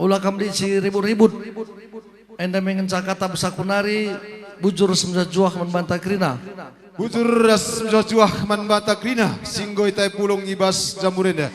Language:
Batak Karo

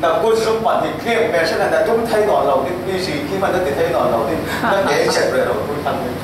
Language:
Falam Chin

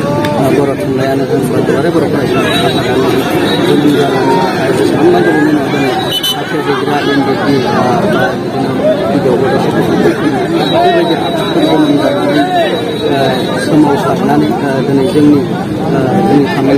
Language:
Bodo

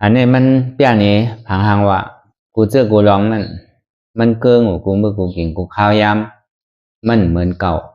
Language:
Shan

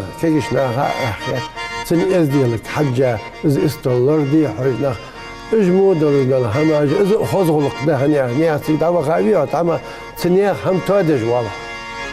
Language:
Ingush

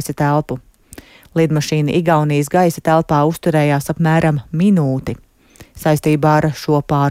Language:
Latvian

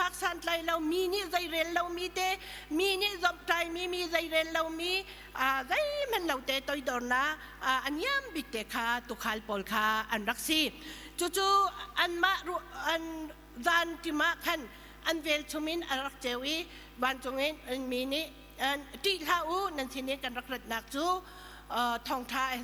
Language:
Hakha Chin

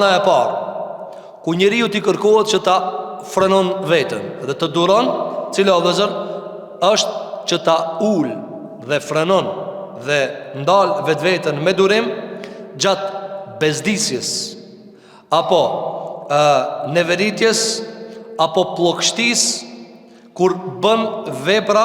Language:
Albanian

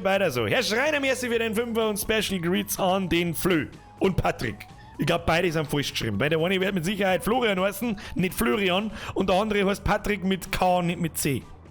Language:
Bavarian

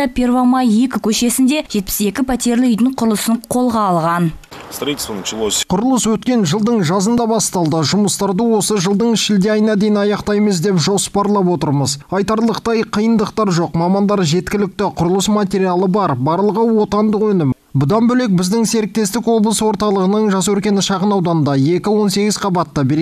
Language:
Kazakh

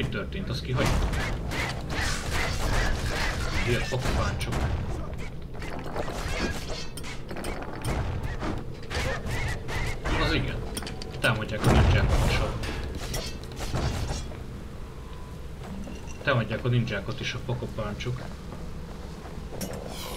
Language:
Hungarian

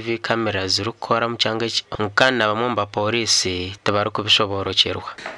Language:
Nyankole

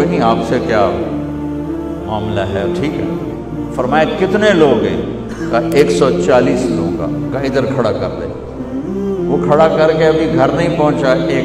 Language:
Urdu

